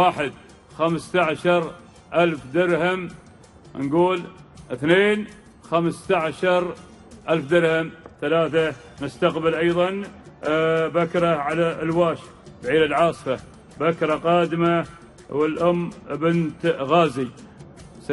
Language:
Gulf Arabic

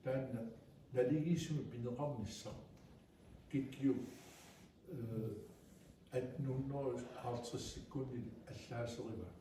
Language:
Kalaallisut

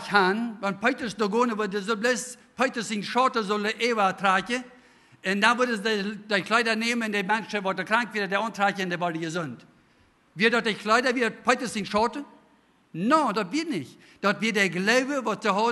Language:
Plautdietsch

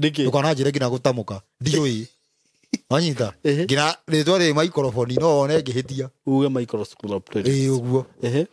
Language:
Kikuyu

